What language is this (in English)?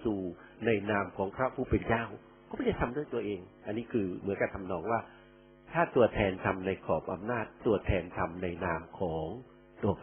Thai